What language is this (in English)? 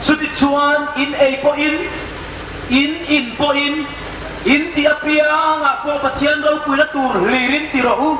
Hmar